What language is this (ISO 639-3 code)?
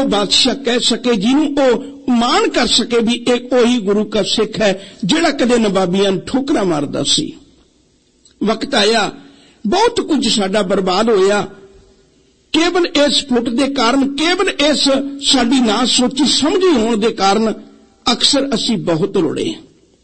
pan